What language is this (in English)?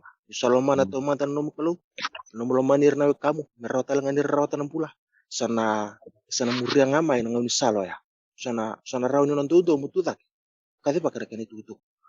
Fijian